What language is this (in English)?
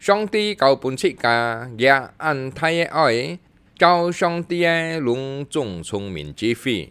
Hakka Chinese